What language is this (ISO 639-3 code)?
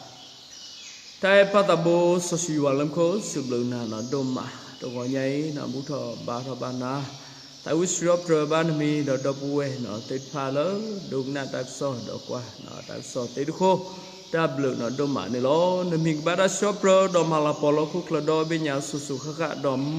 ksw